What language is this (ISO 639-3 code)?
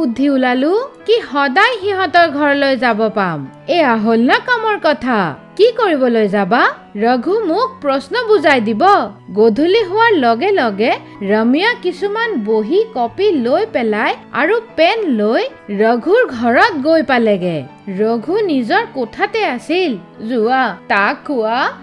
asm